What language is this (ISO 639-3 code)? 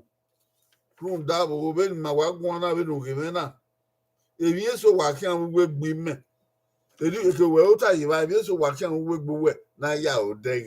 bin